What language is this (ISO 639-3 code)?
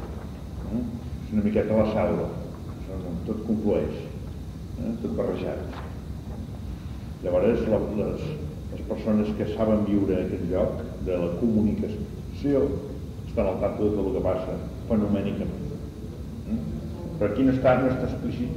cat